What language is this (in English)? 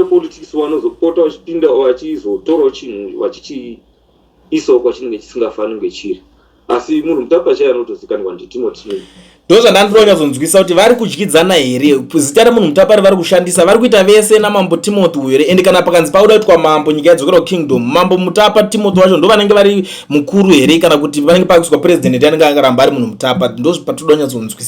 Shona